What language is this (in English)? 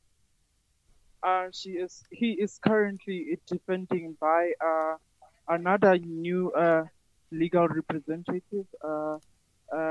Afrikaans